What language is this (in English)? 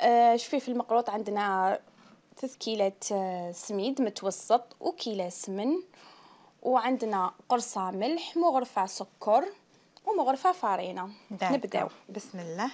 Algerian Arabic